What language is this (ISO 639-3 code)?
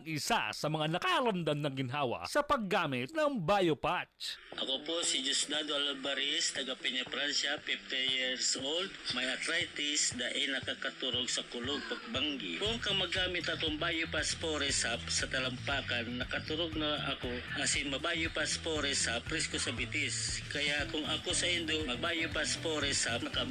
bik